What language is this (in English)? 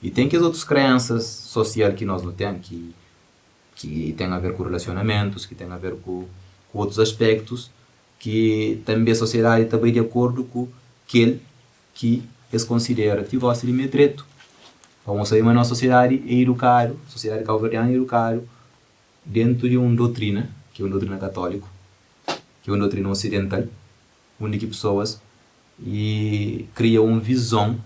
Kabuverdianu